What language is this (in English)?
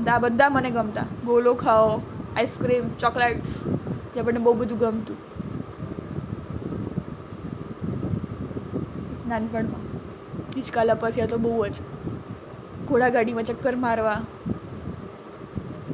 Gujarati